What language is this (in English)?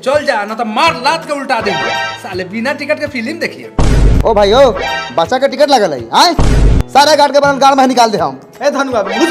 Maithili